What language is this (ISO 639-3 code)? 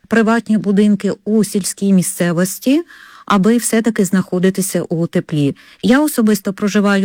ukr